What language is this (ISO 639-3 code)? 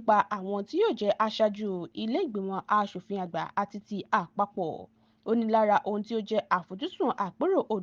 yor